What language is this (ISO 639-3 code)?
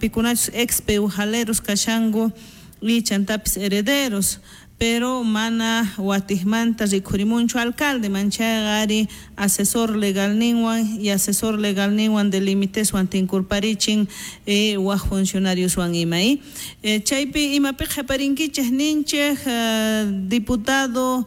quh